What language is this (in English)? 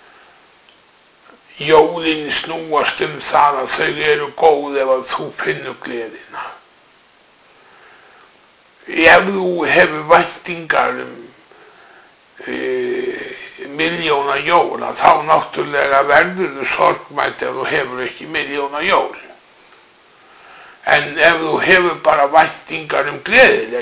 Icelandic